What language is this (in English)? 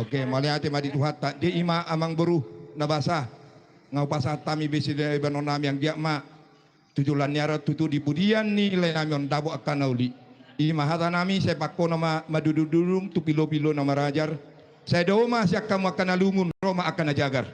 Batak Toba